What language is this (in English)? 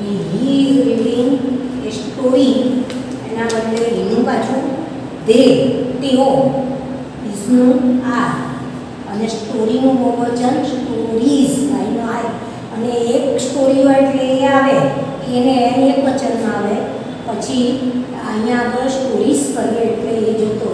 Gujarati